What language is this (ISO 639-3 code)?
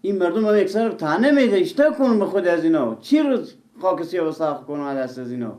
fas